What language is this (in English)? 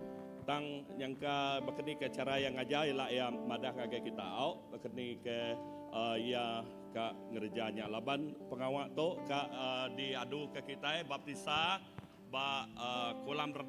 Iban